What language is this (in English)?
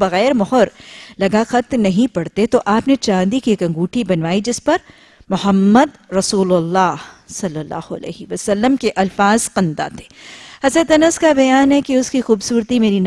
Urdu